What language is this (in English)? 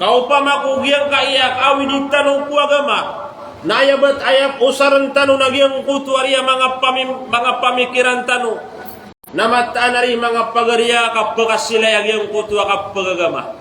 Maranao